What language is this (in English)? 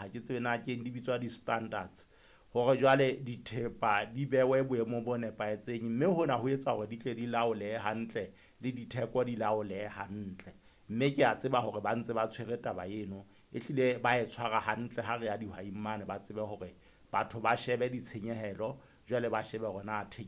Southern Sotho